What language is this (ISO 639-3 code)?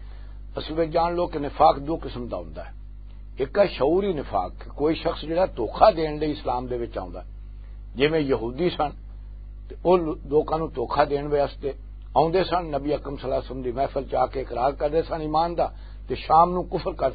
lah